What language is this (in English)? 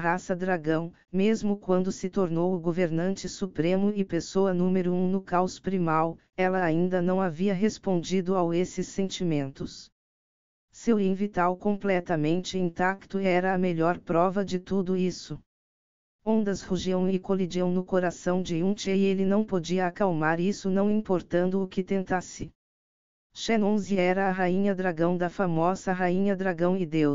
Portuguese